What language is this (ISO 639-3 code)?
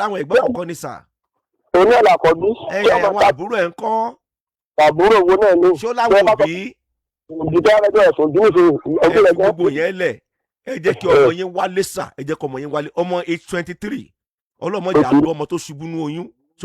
yor